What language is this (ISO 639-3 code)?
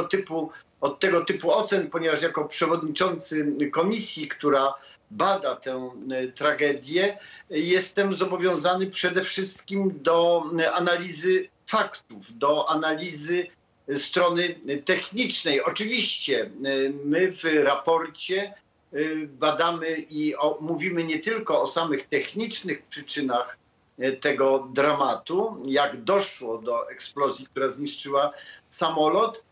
pol